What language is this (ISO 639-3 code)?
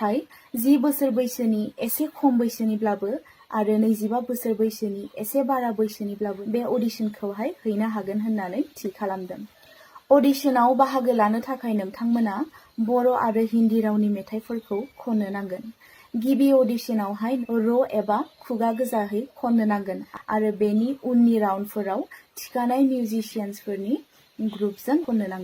brx